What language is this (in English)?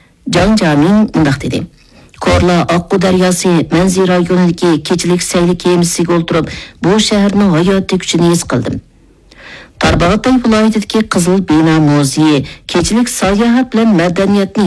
Uyghur